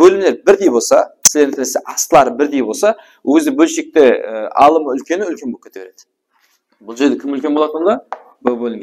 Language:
Kara-Kalpak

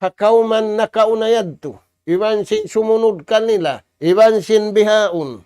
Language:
Tausug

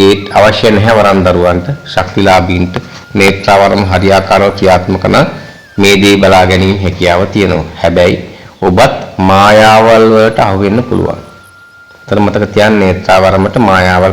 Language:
Sinhala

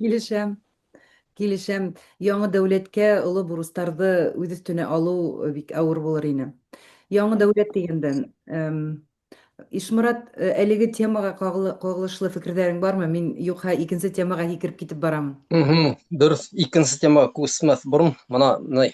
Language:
Bashkir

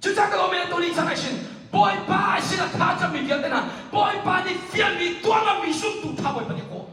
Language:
Hakha Chin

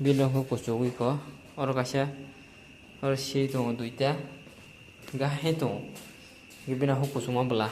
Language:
Kok Borok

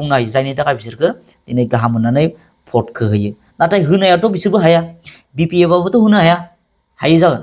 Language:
Bodo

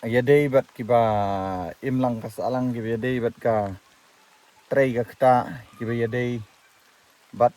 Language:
Khasi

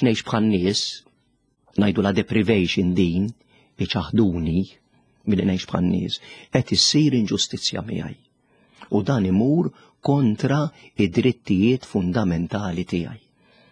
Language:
Maltese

